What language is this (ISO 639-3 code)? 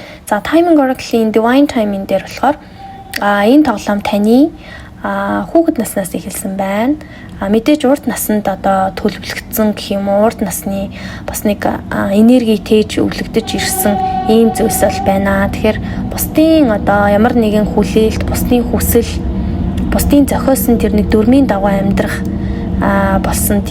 mon